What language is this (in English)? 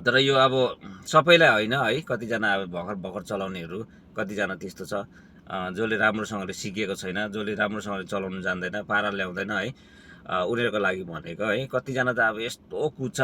Nepali